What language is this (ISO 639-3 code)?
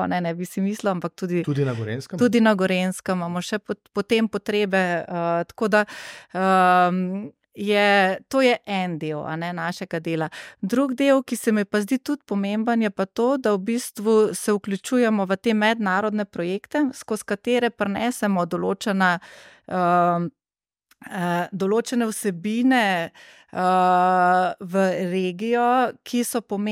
slv